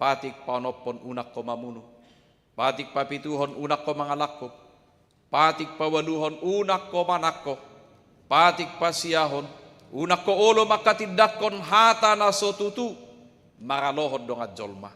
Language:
Batak Toba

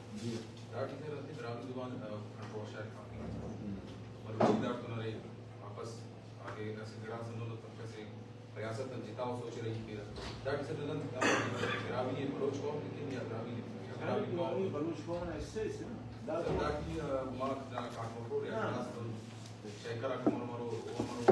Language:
Brahui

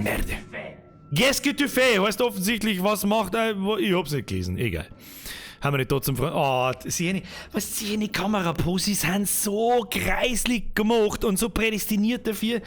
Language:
Bavarian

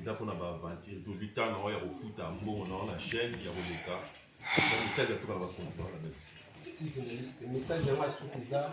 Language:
Lingala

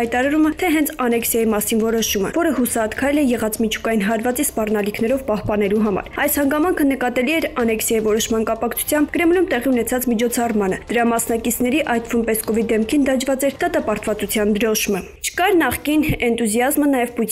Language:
Armenian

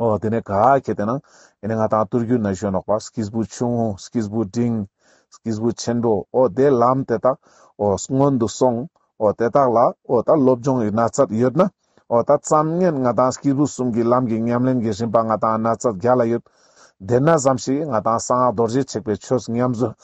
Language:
Ladakhi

